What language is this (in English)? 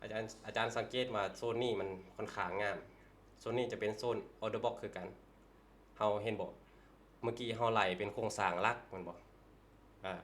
Lao